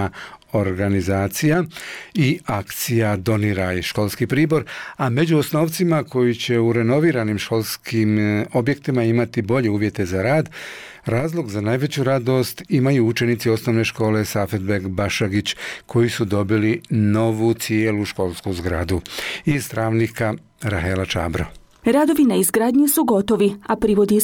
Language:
Bosnian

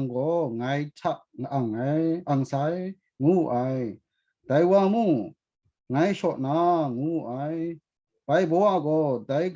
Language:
Kachin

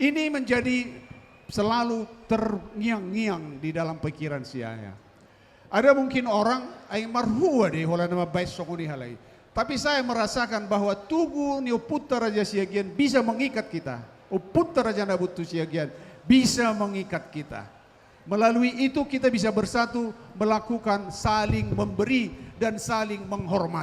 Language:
Batak Toba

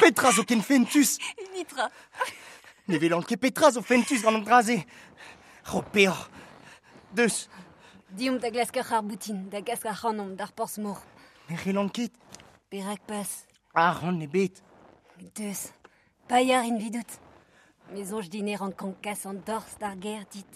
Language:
Breton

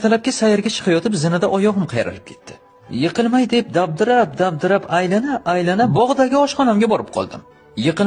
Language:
Uzbek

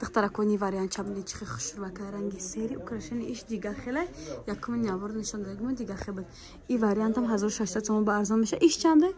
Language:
Tajik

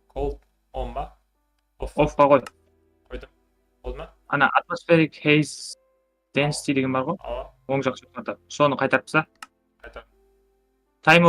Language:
Kara-Kalpak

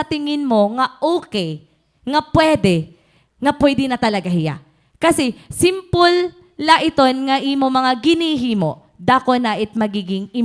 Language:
Waray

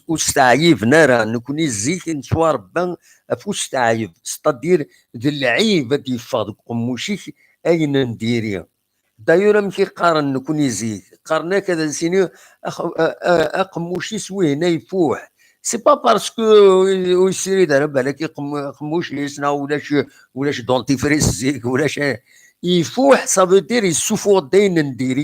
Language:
Kabyle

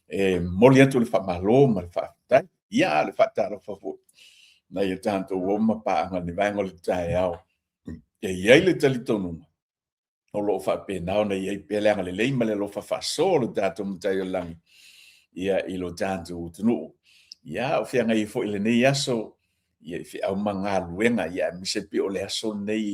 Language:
Samoan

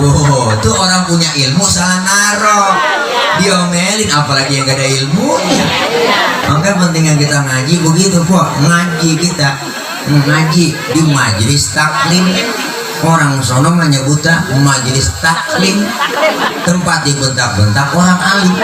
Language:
Betawi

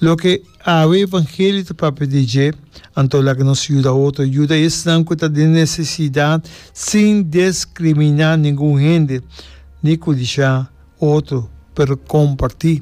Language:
Papiamento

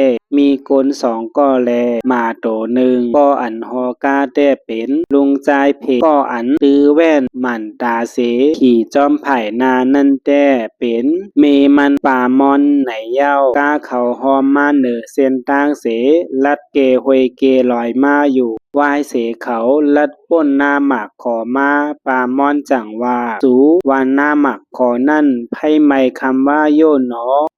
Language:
Shan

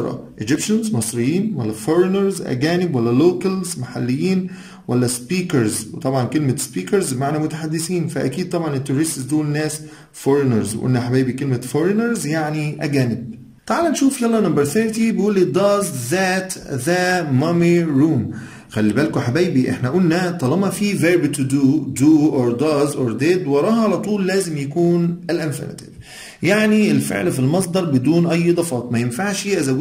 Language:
Egyptian Arabic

